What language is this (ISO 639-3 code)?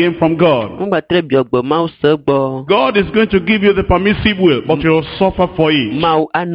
ewe